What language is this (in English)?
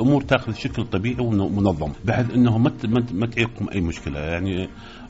Mesopotamian Arabic